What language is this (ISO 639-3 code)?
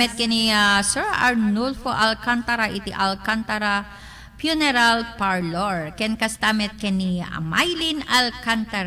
ilo